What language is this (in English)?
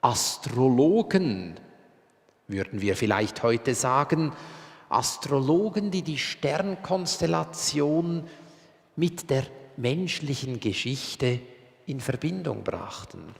Swiss German